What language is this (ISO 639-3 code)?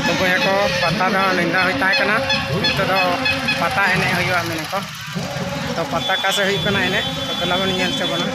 sat